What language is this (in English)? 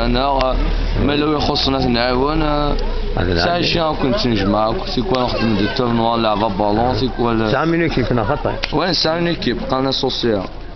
Kabyle